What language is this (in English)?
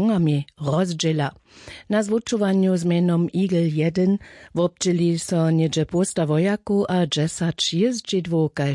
Upper Sorbian